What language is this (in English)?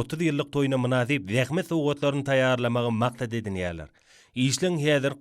Turkmen